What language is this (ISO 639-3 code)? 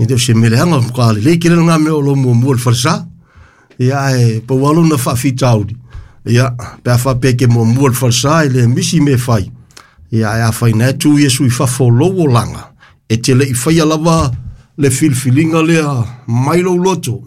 smo